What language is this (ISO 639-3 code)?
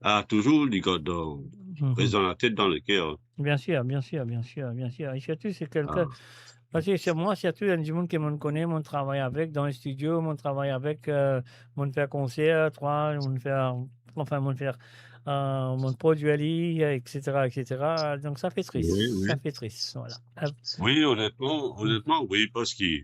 mfe